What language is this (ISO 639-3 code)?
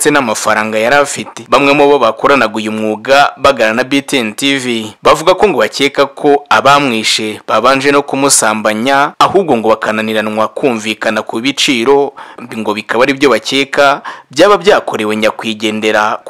kin